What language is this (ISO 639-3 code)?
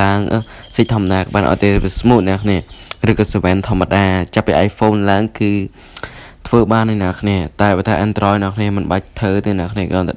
khm